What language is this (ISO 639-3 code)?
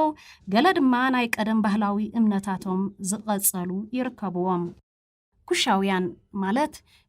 tir